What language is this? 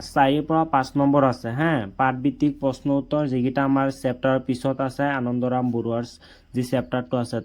Assamese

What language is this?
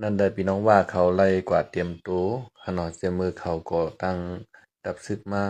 Shan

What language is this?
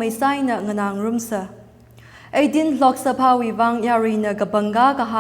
Tangkhul Naga (India)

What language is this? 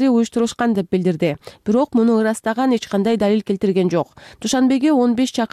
Kyrgyz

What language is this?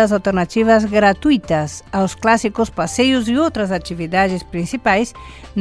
Portuguese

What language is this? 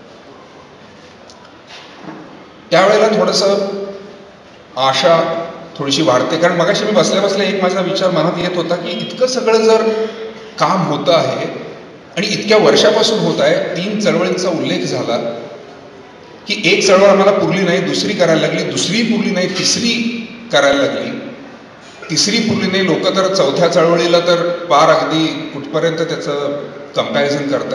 Marathi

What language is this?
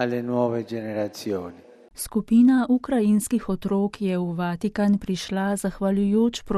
Slovenian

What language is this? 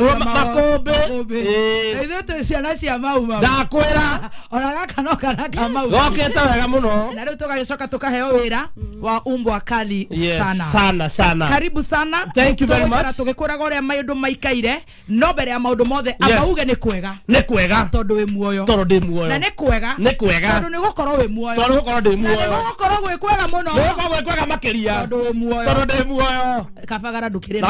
Kikuyu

